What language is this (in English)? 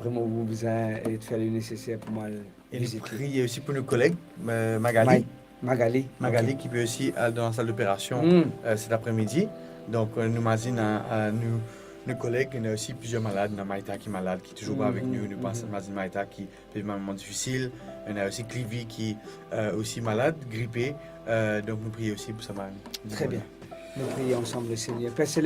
Morisyen